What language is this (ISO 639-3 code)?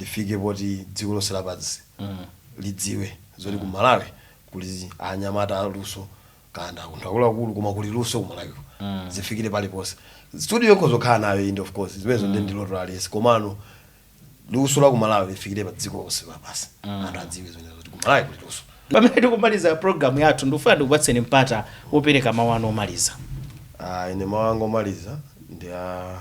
nya